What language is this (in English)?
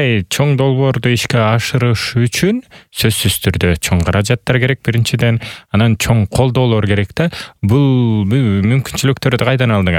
Kyrgyz